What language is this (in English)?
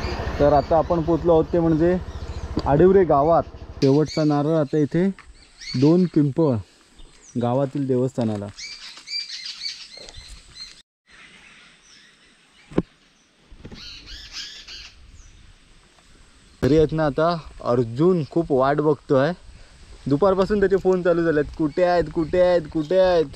Marathi